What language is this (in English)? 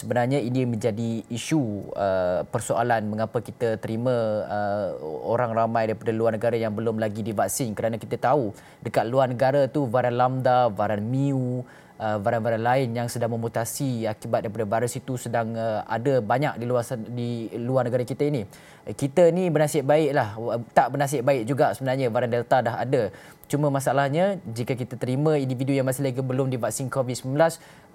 Malay